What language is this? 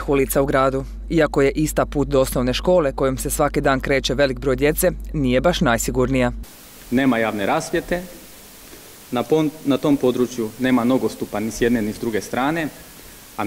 Croatian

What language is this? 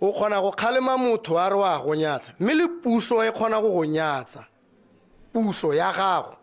Tswana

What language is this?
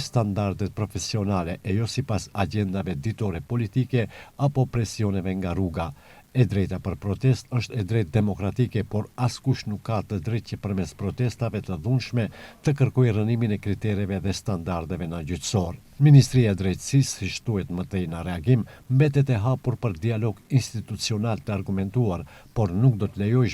Albanian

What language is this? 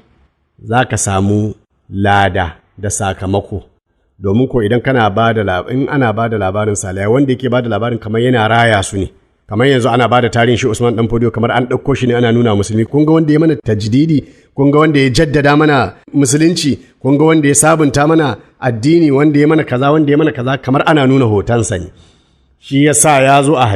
Hausa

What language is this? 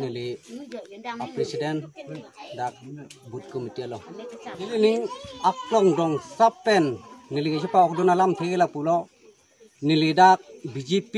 Karbi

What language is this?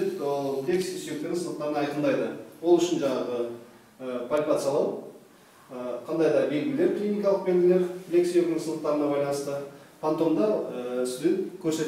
Kazakh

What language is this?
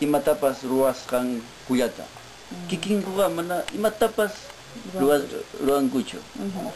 Ayacucho Quechua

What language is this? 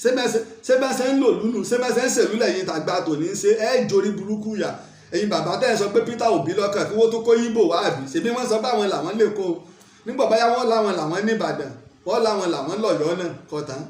Yoruba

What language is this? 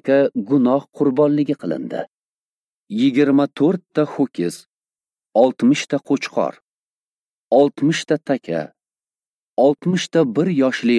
Uzbek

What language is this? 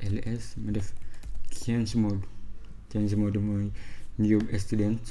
Wolof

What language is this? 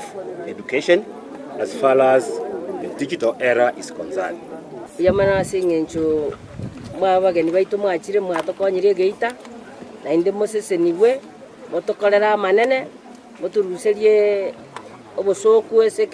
Gusii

